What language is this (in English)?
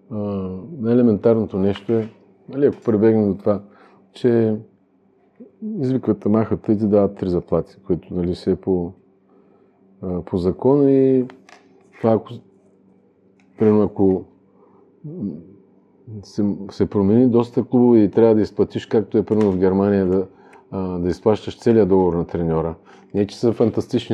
Bulgarian